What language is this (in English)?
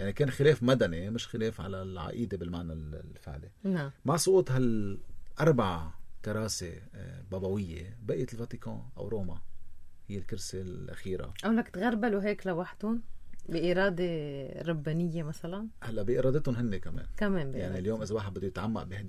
North Levantine Arabic